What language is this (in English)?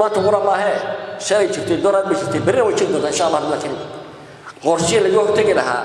Somali